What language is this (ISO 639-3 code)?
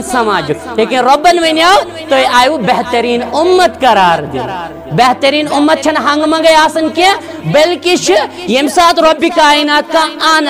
kas